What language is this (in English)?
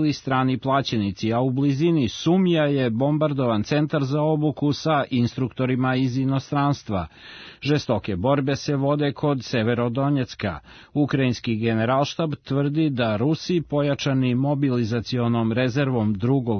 Serbian